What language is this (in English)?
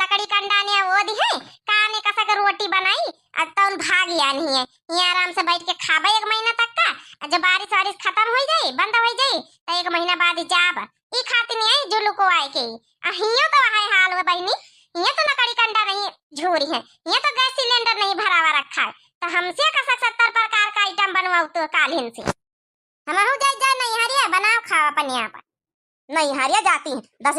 Awadhi